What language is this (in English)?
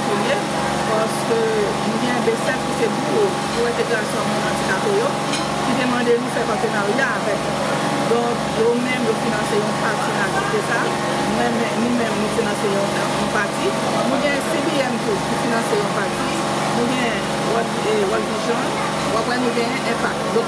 Haitian Creole